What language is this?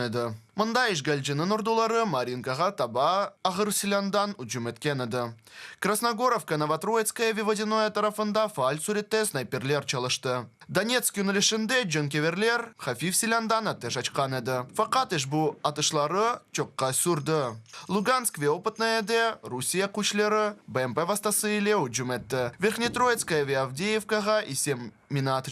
Crimean Tatar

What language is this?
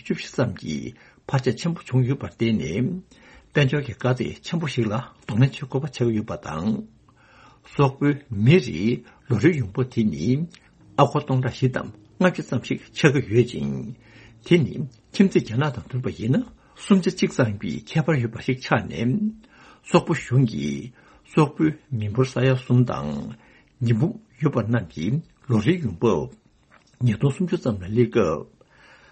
Tibetan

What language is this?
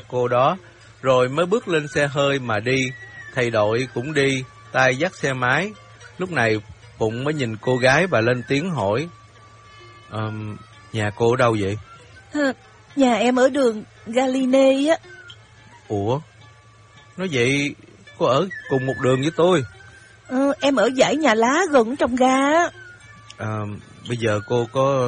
Vietnamese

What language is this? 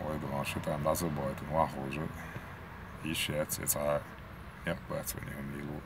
Chechen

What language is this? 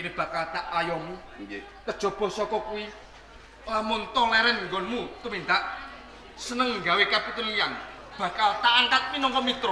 Javanese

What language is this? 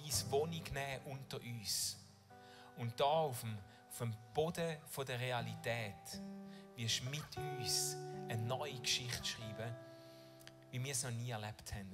Swiss German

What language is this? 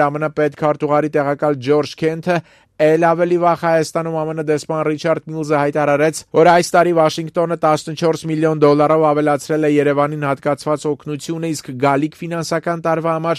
Armenian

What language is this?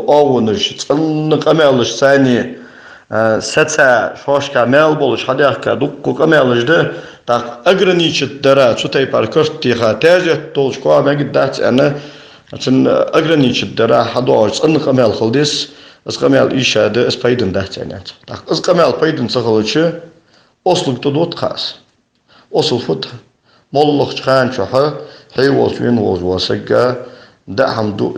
Ingush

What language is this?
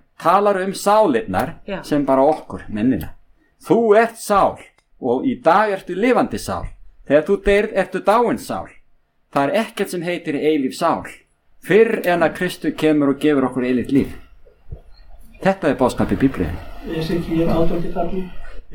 Icelandic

